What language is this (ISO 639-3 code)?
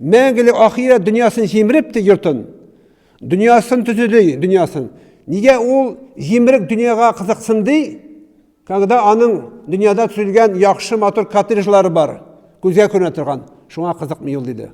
tat